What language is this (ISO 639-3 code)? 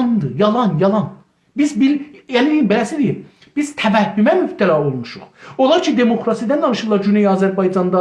azb